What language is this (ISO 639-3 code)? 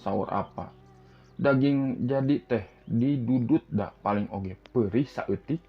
sun